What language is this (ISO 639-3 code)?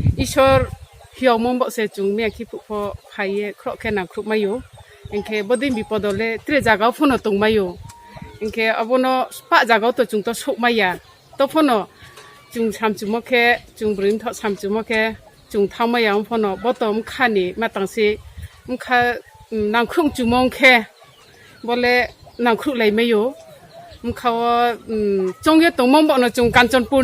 ria